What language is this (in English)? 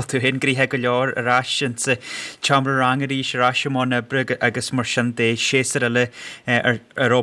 Irish